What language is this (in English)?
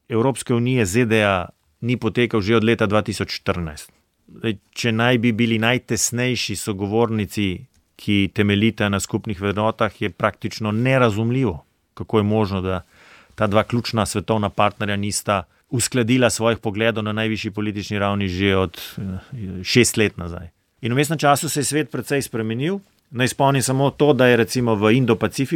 Slovenian